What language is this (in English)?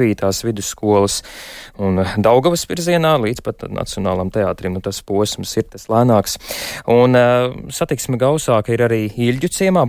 Latvian